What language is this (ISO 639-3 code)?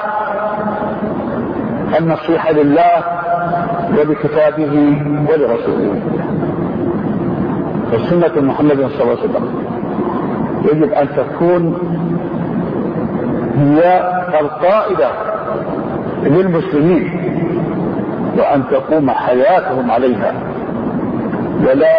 ara